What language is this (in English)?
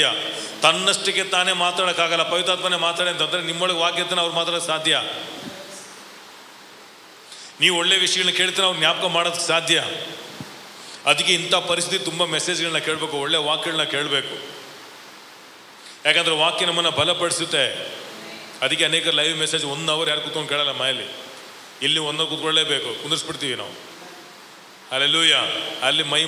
Kannada